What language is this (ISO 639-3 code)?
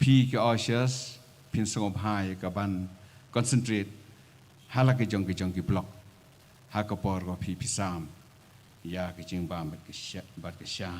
kha